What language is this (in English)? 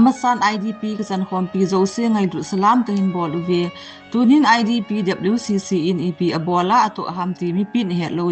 Thado Chin